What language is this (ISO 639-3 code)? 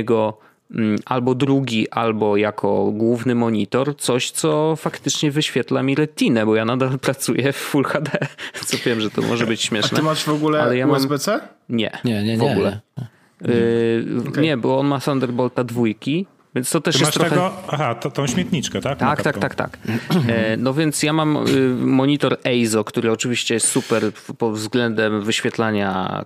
pol